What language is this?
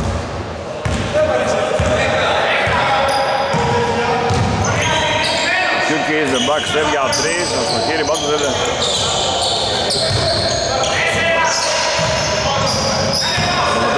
Greek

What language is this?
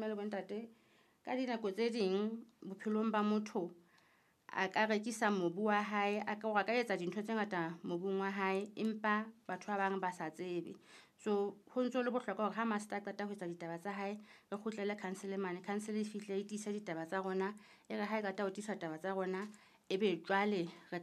Southern Sotho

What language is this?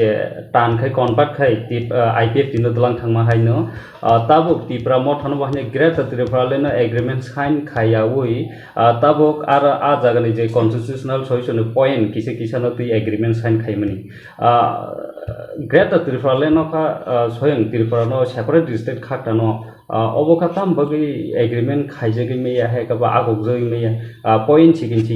Kok Borok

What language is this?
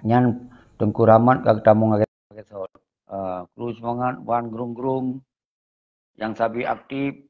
Achinese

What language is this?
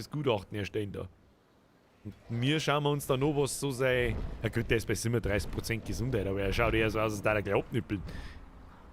Bavarian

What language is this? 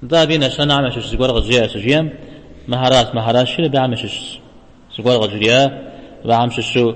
Kabardian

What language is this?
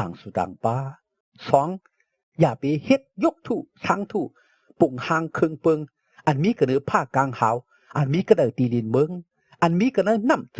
Shan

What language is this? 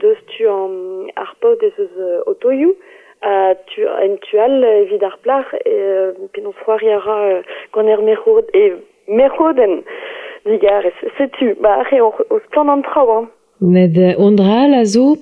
Breton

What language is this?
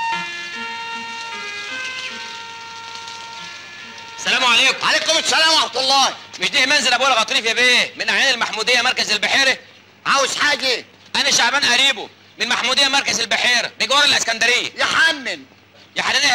Egyptian Arabic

